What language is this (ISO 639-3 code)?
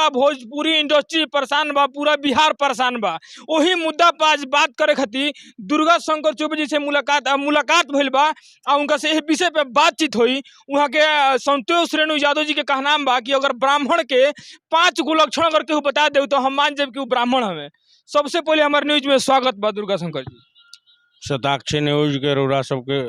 bho